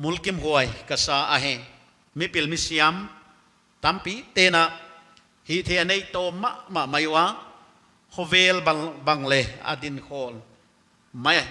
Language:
Paite Chin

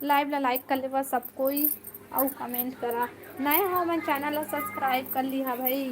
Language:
Chhattisgarhi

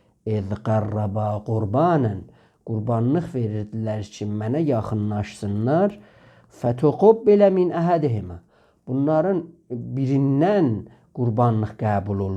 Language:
South Azerbaijani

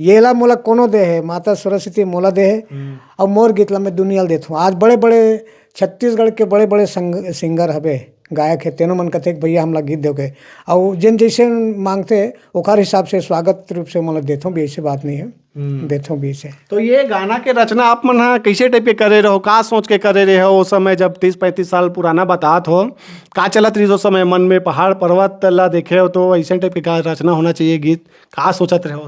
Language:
Chhattisgarhi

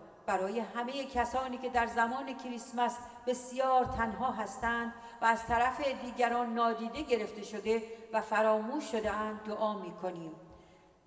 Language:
Persian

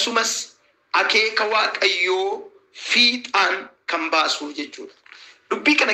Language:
Oromo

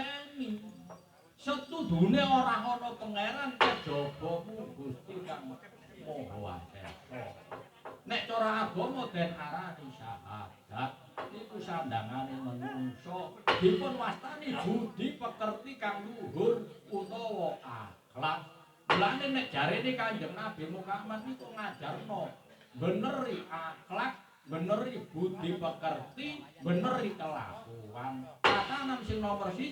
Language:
Javanese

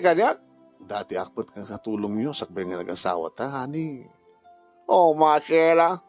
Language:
Iloko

